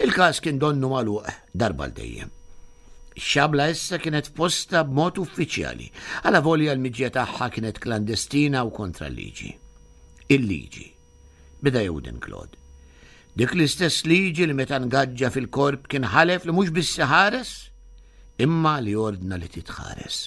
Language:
Maltese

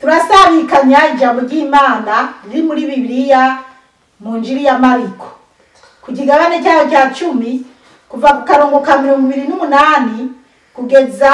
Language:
Rundi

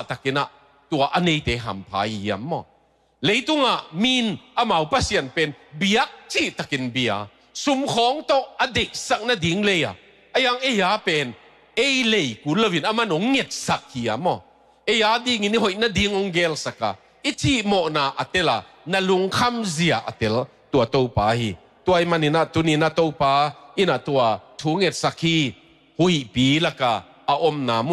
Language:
Tedim Chin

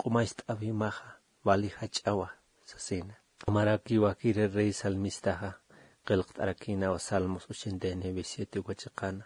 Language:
Aymara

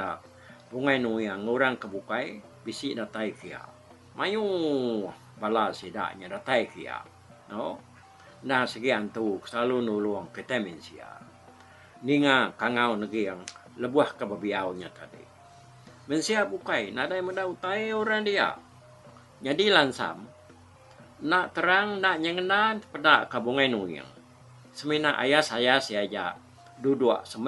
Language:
Iban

